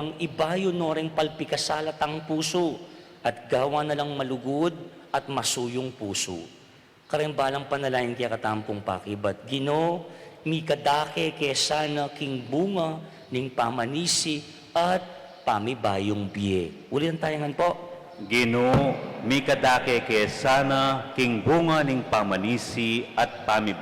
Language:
Pampanga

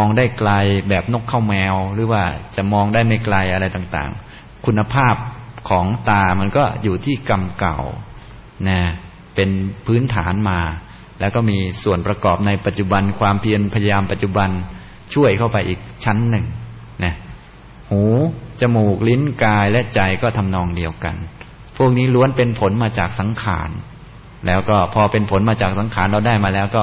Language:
Thai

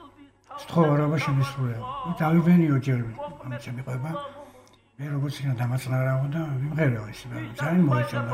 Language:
Georgian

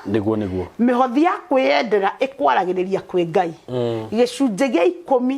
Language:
Kikuyu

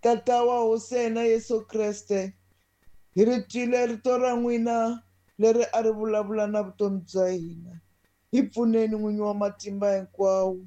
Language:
Tsonga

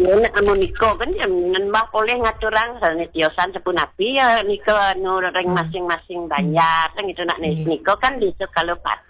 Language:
Balinese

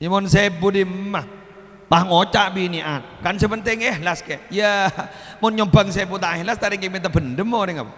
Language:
Madurese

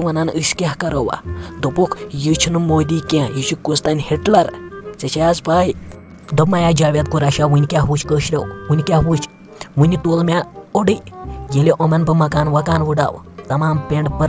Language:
Kashmiri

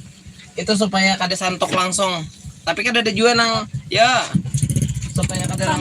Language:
Banjar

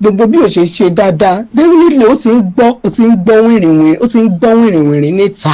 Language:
Yoruba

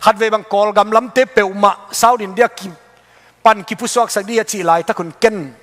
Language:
Tedim Chin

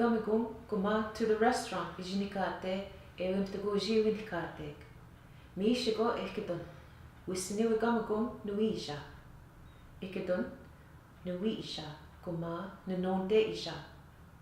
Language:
Western Ojibwa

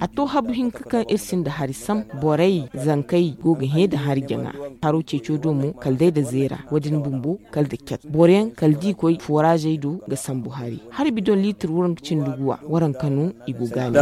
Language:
Zarma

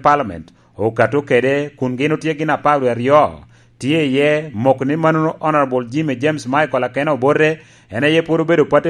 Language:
Lango (Uganda)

